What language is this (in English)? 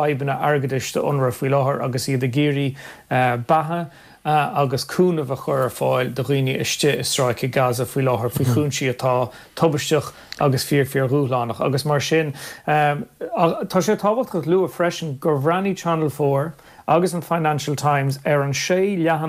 Irish